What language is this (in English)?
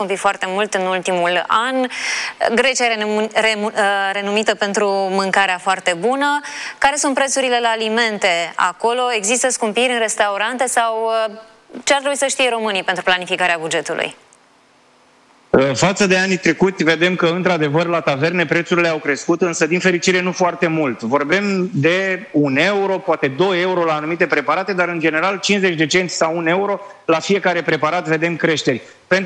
Romanian